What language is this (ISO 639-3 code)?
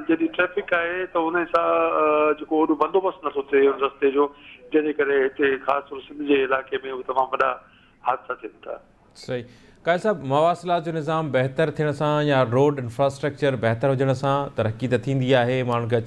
snd